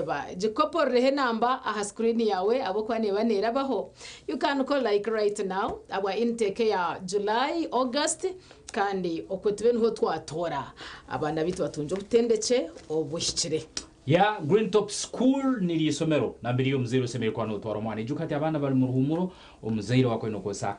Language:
Nyankole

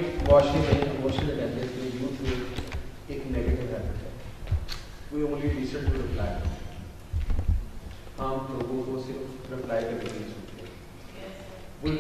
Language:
Urdu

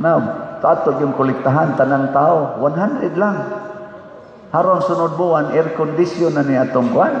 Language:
Cebuano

